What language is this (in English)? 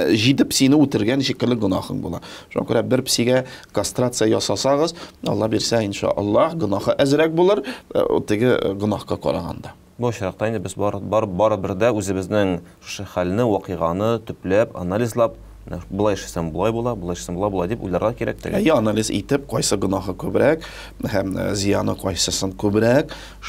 Tatar